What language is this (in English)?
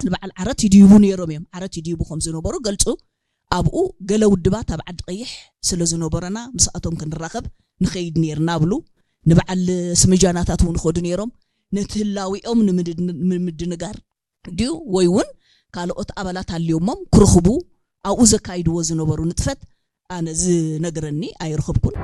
Tigrinya